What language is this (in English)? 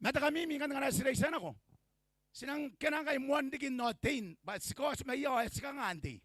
Gilbertese